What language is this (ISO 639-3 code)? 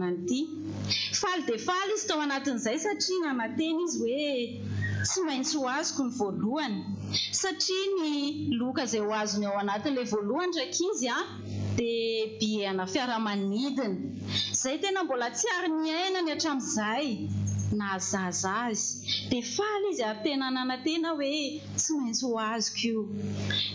mlg